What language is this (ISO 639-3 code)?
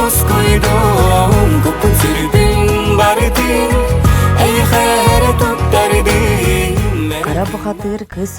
sah